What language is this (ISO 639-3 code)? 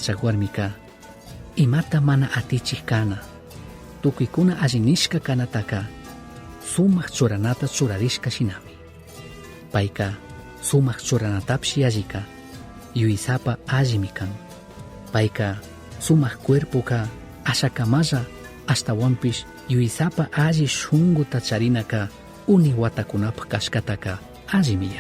qug